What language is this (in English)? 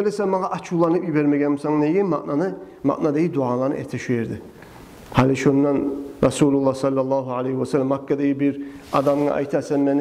Kumyk